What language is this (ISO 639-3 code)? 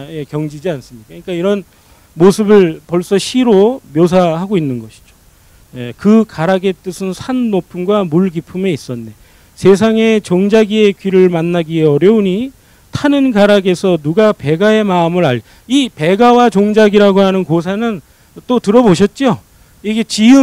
kor